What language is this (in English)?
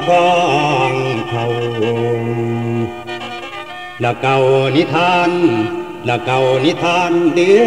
Northeastern Thai